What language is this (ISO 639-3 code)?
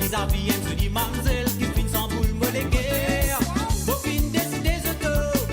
mfe